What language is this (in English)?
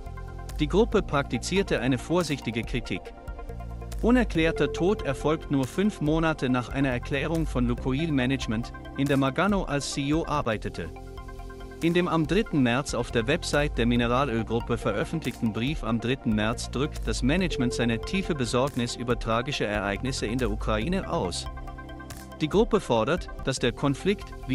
German